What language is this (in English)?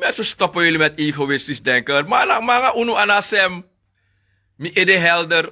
Sranan Tongo